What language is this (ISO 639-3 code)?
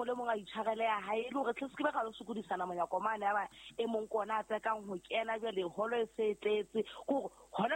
sot